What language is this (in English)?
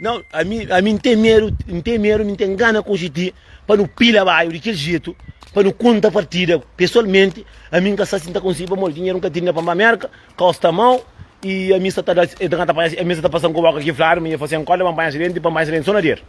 Kabuverdianu